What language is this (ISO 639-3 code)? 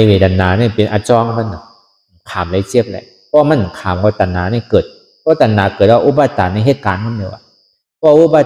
shn